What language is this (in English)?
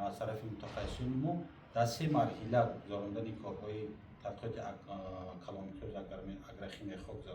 Tajik